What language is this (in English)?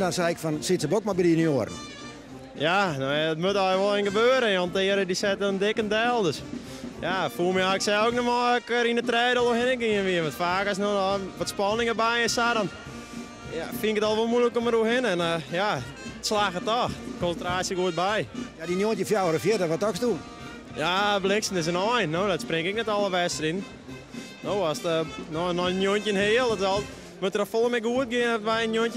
Western Frisian